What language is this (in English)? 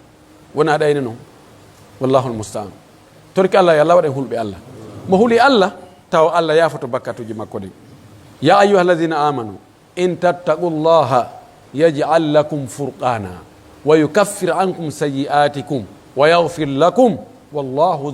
Pular